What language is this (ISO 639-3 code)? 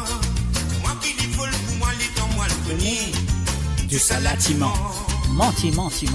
mfe